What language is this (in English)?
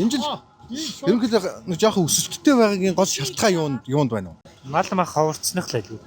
Mongolian